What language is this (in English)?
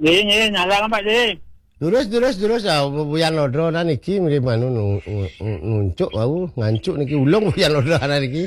Balinese